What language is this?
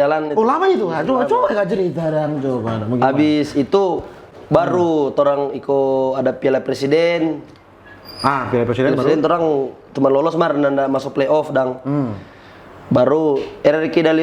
Manado Malay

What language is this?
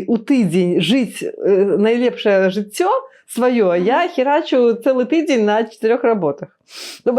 Belarusian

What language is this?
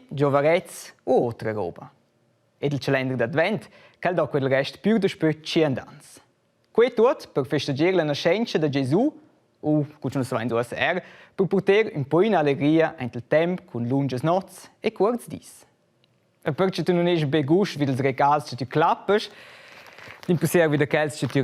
Romansh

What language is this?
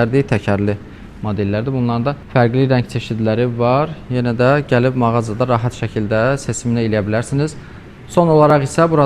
Azerbaijani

